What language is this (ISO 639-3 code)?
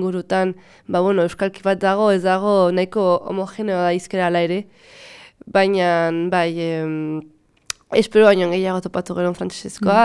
eus